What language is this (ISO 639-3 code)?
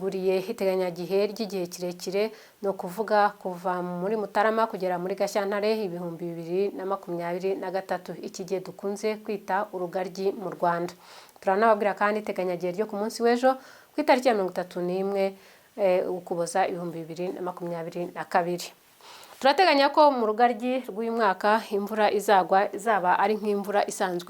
kin